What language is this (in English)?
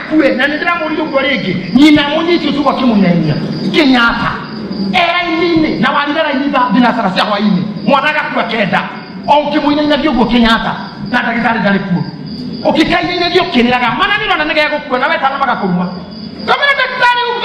Kikuyu